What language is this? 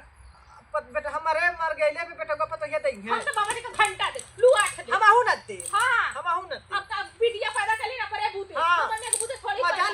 Awadhi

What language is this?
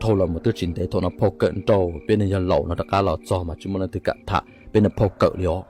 Hmong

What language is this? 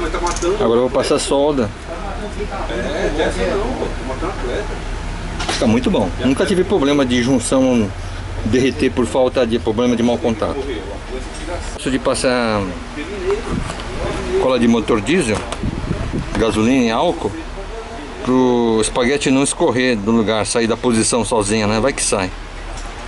Portuguese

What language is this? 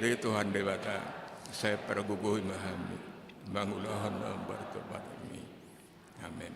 Batak Toba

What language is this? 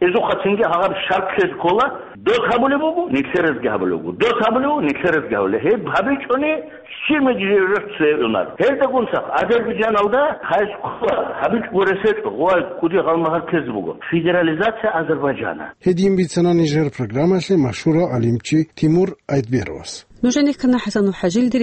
Avaric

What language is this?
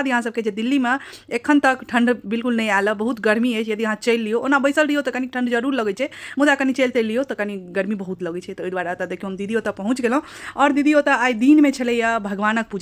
Maithili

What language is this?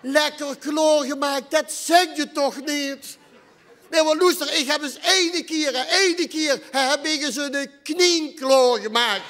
Limburgish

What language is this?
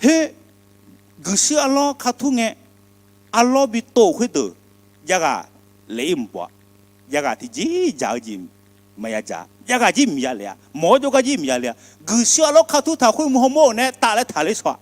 Akha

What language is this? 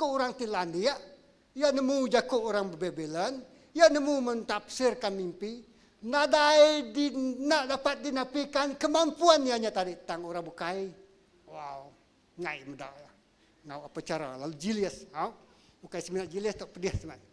Iban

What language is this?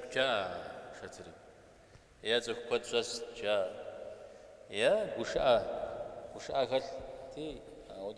Kabardian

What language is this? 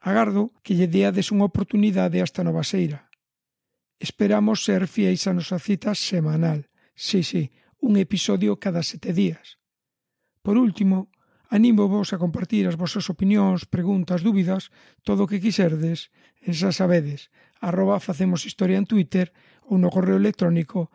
Galician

